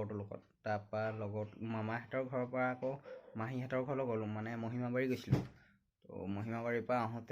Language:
Assamese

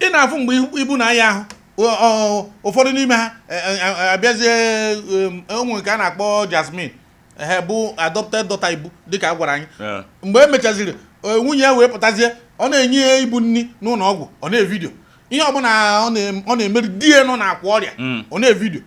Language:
Igbo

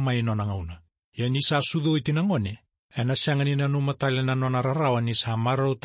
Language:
Fijian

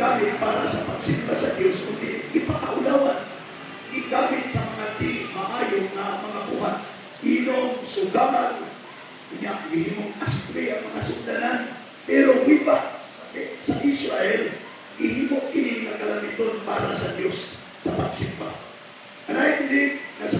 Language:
Cebuano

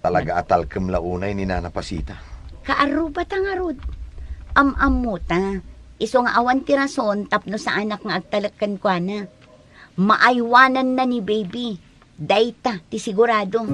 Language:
Iloko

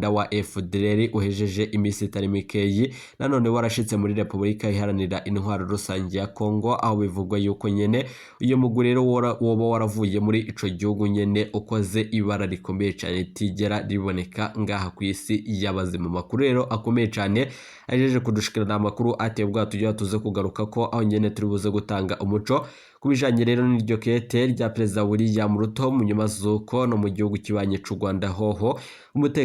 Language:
Rundi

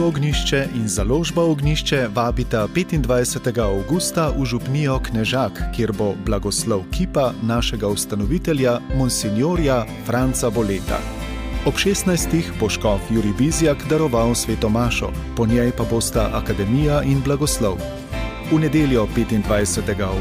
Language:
Slovenian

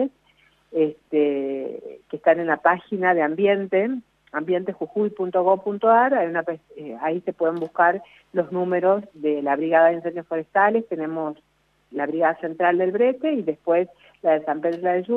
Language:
Spanish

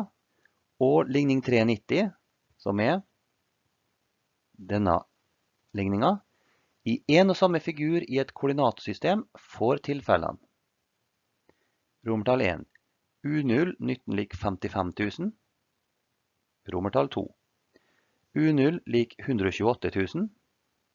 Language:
Norwegian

